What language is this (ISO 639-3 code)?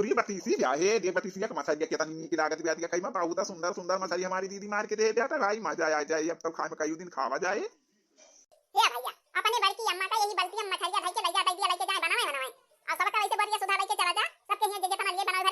awa